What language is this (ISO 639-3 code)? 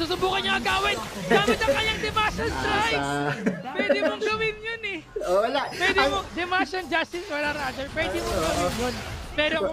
fil